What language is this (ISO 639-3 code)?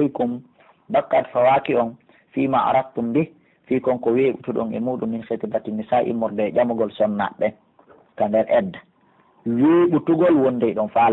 fuf